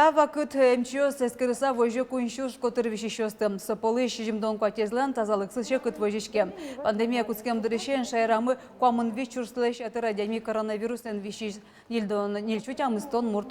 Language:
Udmurt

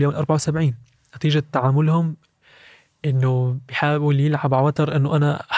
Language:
North Levantine Arabic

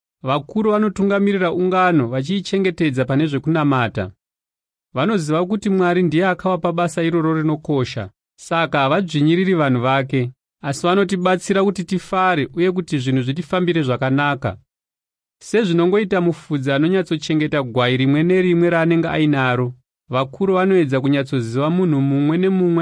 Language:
Shona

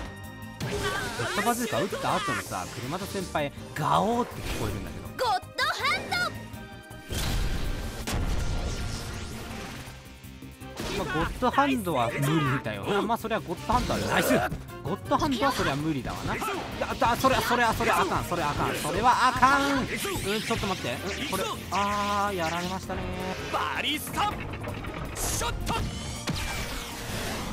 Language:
Japanese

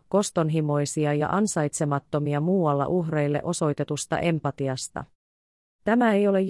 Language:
Finnish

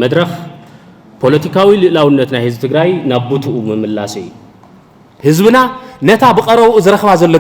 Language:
Tigrinya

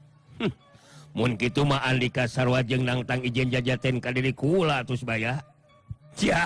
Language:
Sundanese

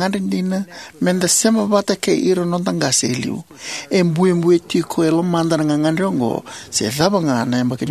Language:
Fijian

